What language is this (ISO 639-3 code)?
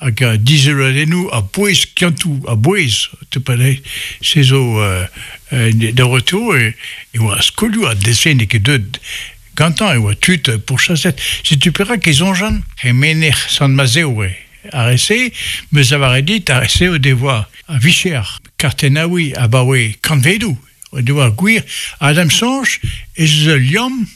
bre